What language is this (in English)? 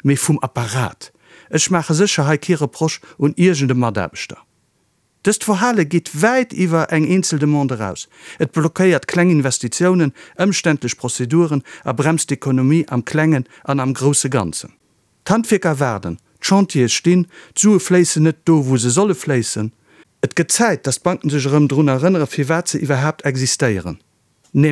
Luxembourgish